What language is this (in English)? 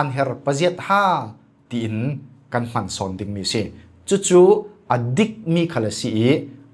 Falam Chin